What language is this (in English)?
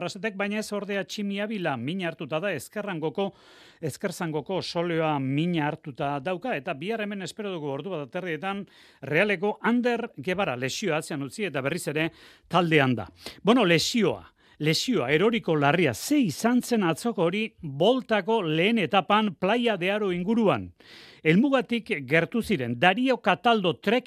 Basque